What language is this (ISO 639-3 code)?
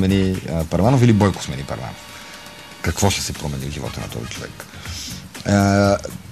bul